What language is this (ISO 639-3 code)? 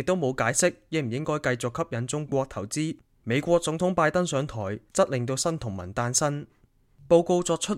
yue